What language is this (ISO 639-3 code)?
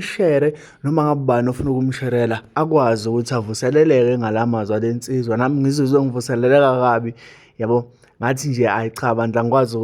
zul